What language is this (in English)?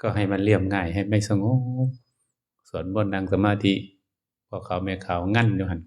Northeastern Thai